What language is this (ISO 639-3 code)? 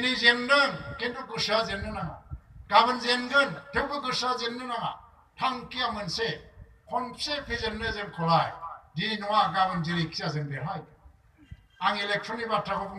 brx